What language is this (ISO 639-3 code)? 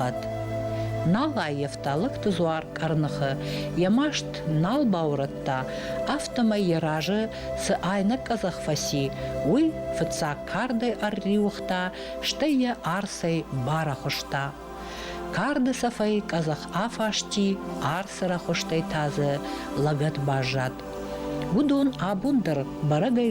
oss